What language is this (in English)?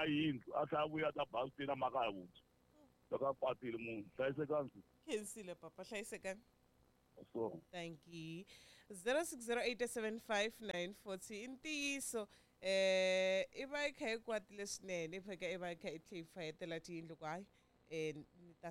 Tsonga